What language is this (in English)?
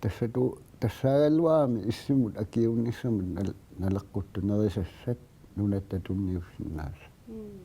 Kalaallisut